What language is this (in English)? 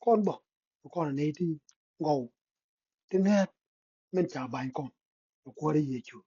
Nuer